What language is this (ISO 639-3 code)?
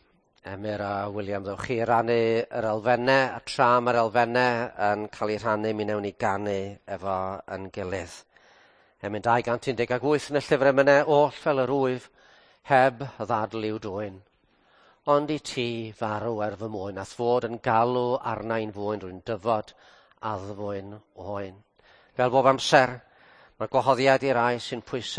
cym